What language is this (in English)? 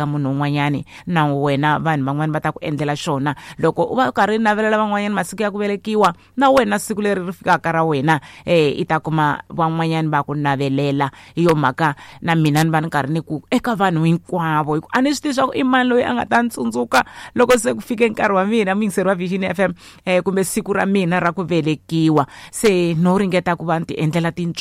Tsonga